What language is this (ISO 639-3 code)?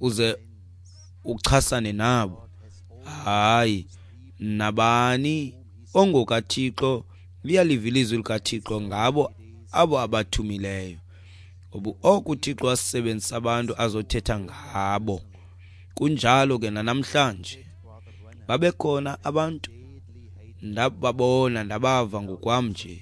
xho